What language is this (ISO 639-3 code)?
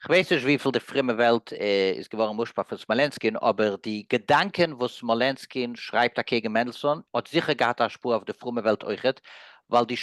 yid